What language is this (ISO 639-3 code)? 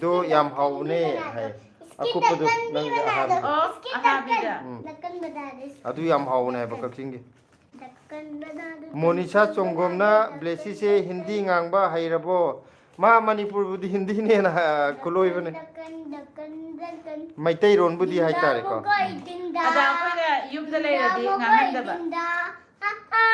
mni